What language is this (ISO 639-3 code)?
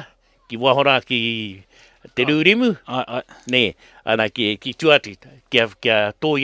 mri